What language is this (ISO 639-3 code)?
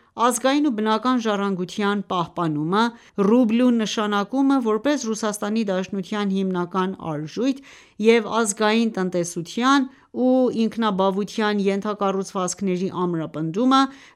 hye